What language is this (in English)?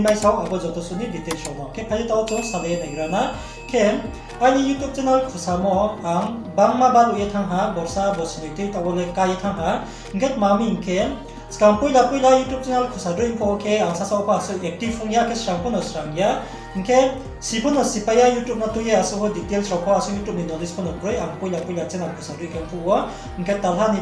Riang (India)